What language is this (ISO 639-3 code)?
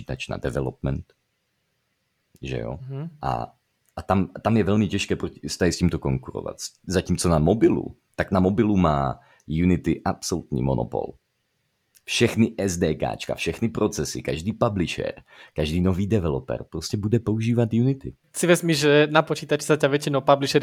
ces